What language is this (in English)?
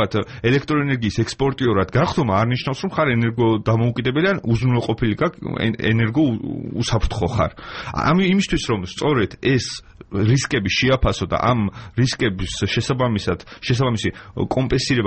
Georgian